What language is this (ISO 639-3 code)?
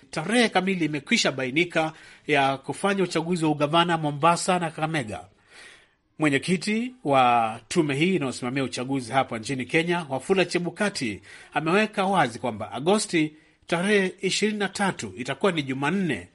swa